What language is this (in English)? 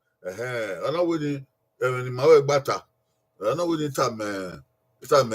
Bini